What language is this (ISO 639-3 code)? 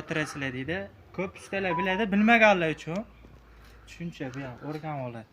uzb